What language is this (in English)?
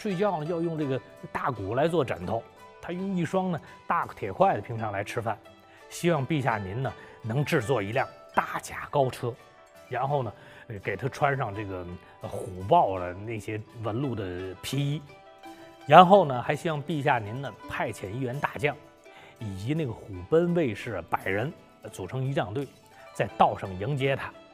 Chinese